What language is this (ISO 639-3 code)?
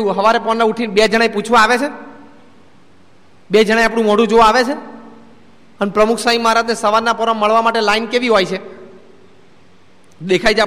guj